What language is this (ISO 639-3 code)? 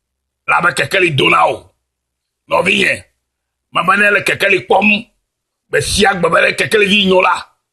ewe